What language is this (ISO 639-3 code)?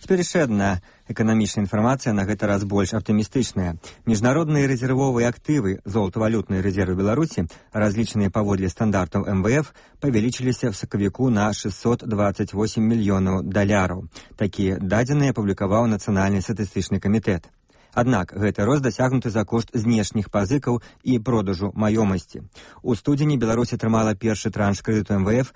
bel